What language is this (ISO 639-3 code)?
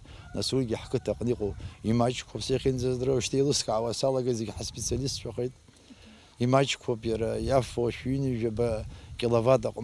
abk